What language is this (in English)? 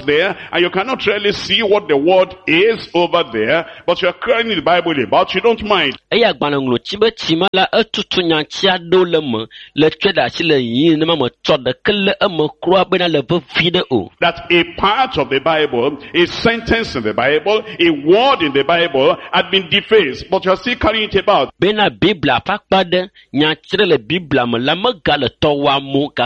Ewe